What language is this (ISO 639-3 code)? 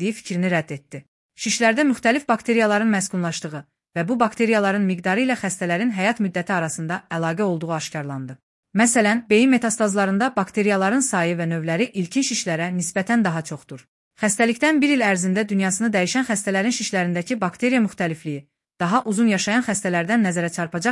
aze